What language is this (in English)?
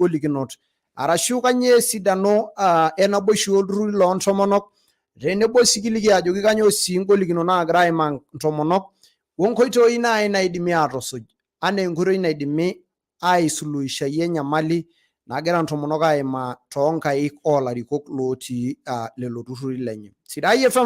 Masai